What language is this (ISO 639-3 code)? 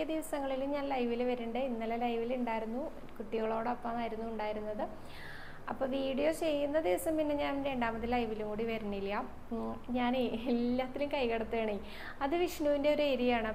mal